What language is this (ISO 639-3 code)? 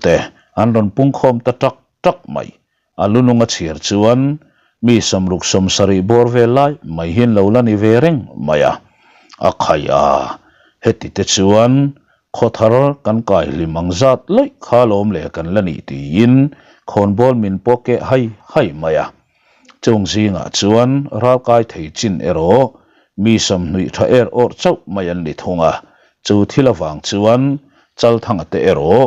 lus